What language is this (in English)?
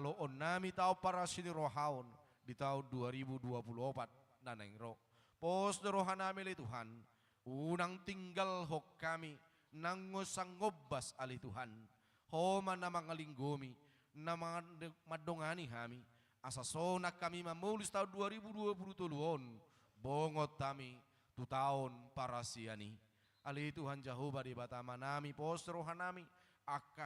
Batak Toba